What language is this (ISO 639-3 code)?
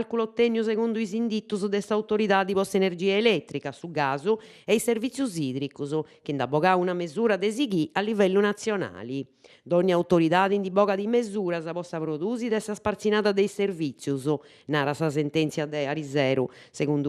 srd